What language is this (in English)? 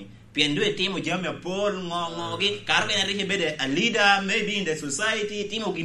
Lango (Uganda)